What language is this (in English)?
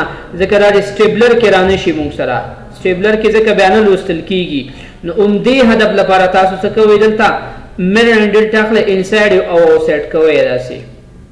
Pashto